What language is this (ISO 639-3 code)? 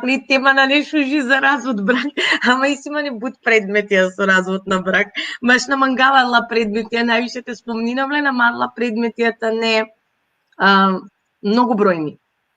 rmn